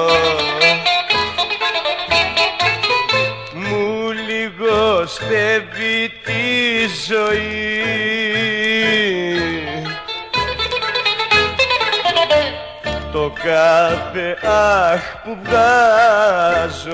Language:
Greek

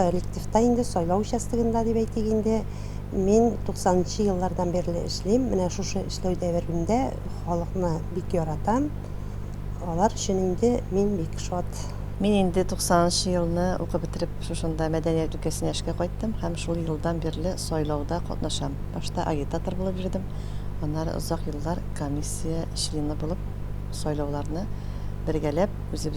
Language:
Tatar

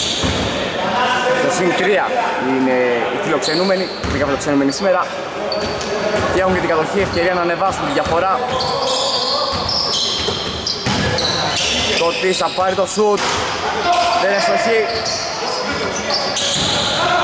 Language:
Greek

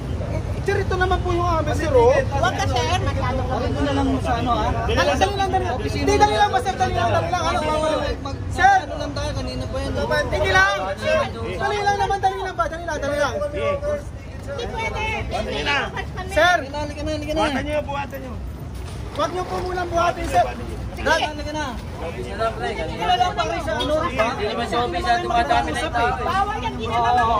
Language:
Filipino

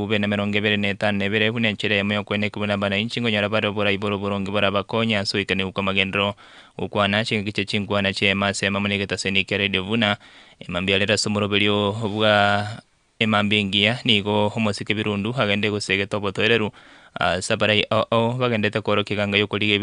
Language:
Gusii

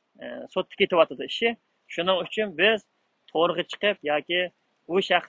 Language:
Uyghur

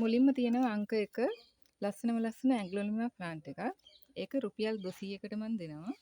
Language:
Sinhala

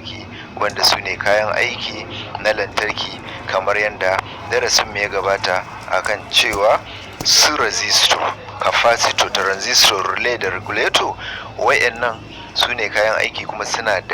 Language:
Hausa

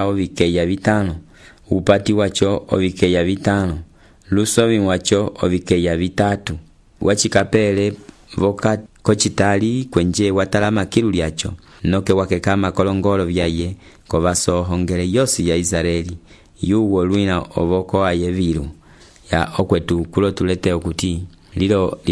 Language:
Umbundu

